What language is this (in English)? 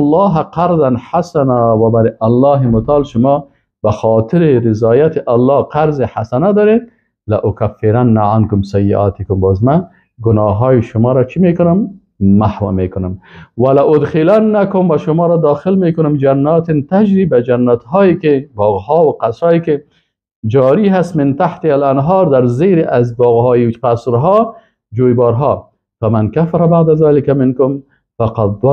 Persian